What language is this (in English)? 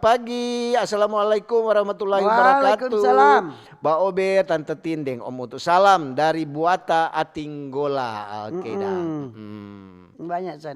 Manado Malay